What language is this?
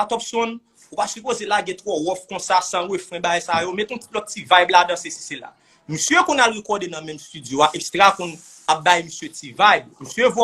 Haitian Creole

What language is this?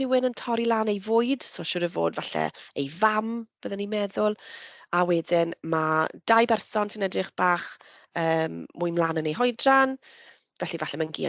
Welsh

